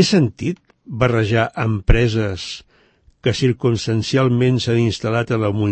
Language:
Catalan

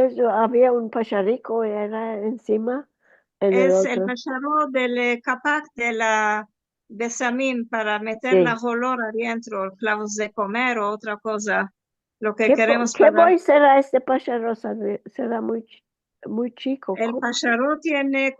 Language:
Ladino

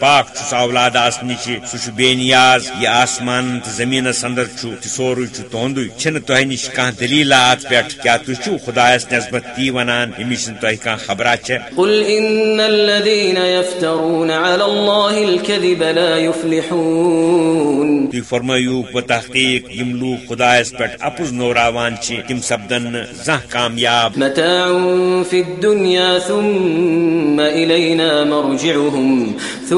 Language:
Kashmiri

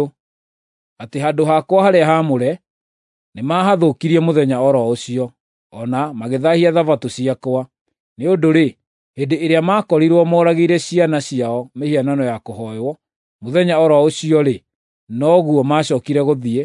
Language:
Kikuyu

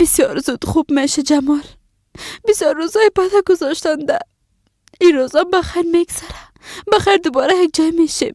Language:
Persian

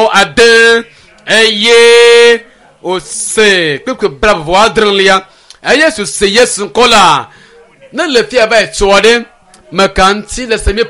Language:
Ewe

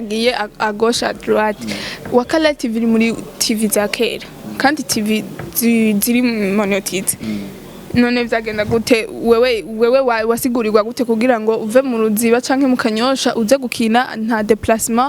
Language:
Rundi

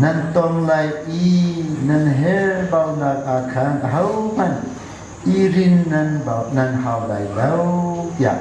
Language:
Hakha Chin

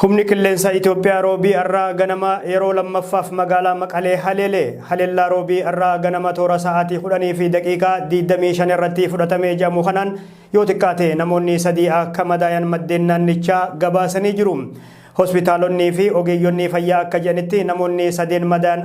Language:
Oromo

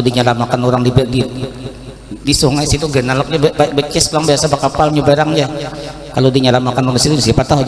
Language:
Banjar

